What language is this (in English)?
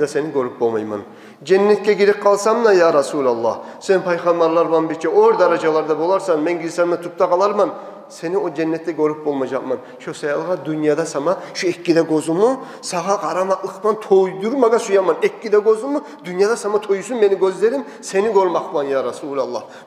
Kumyk